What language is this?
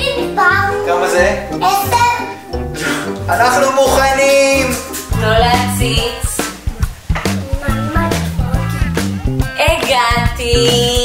Hebrew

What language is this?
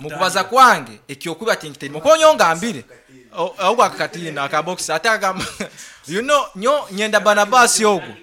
Nyankole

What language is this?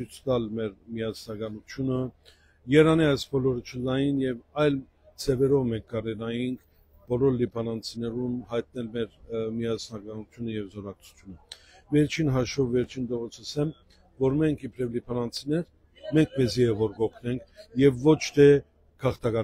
Western Armenian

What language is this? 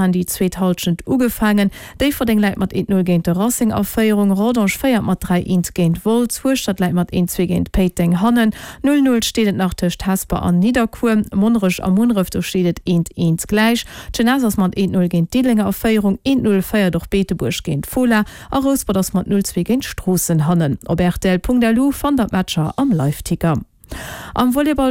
Luxembourgish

